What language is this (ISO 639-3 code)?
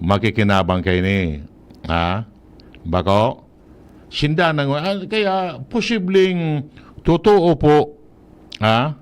bik